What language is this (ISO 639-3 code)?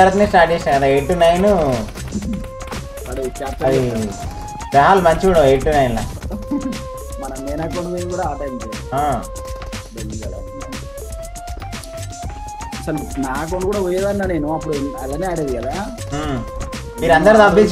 tel